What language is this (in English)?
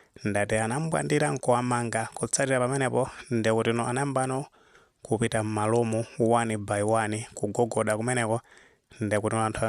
Nyanja